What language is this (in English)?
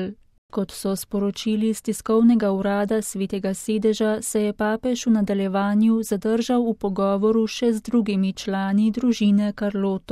Slovenian